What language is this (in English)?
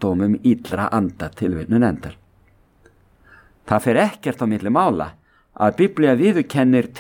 Icelandic